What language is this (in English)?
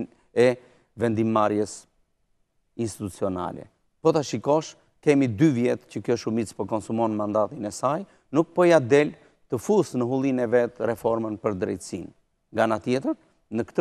Albanian